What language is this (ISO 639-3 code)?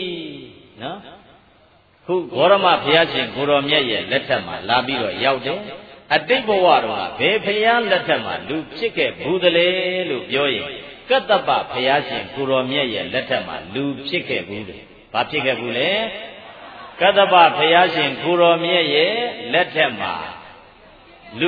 mya